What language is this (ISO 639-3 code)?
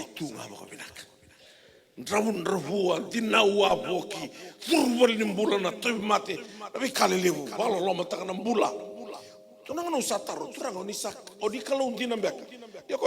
fij